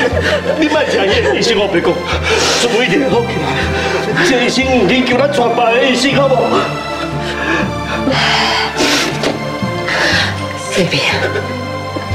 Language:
Min Nan Chinese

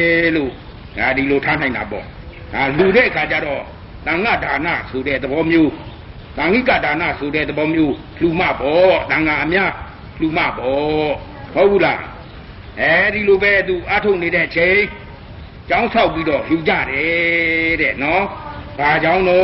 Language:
Burmese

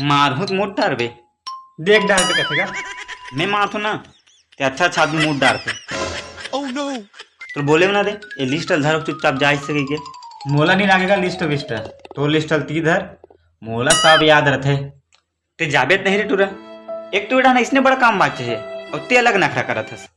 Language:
Chhattisgarhi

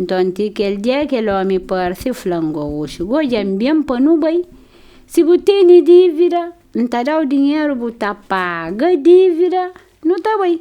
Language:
Kabuverdianu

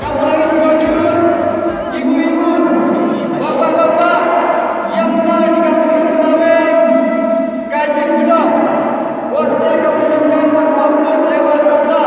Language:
Achinese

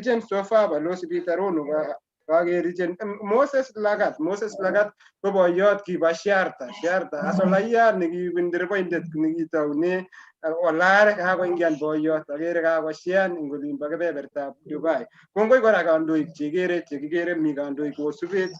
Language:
Kalenjin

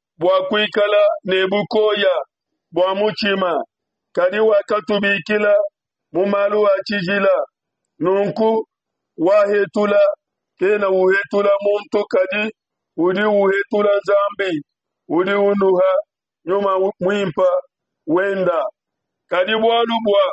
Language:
Luba-Lulua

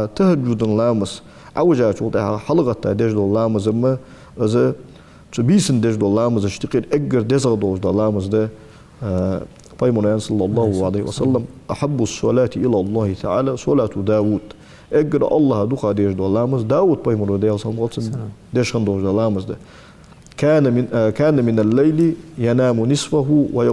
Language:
Ingush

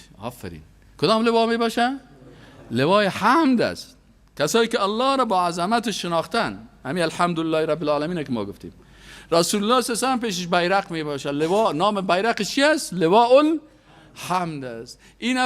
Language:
Persian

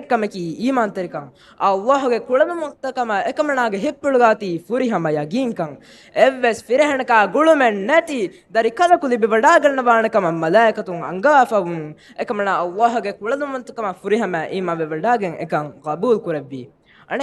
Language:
Divehi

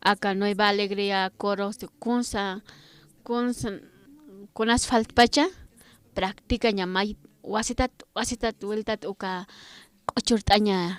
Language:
Aymara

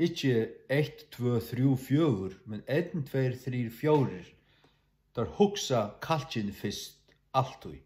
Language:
Faroese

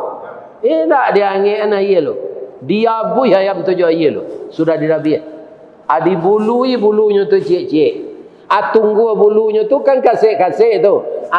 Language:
Minangkabau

